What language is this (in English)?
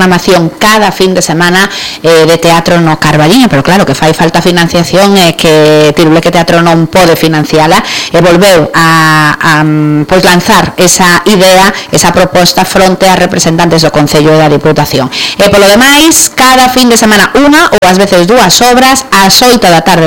Galician